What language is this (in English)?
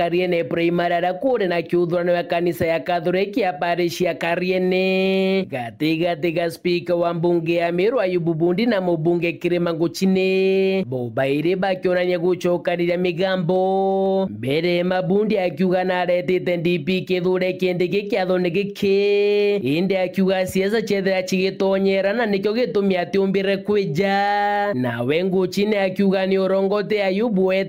Meru